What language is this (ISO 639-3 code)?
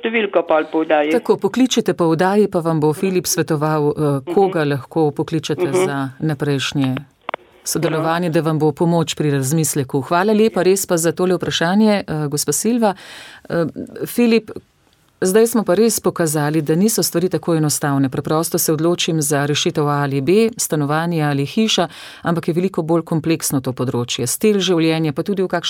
slv